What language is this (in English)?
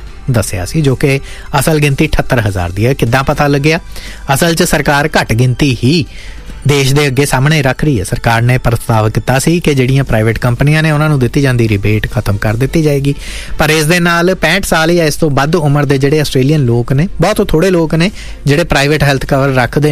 Punjabi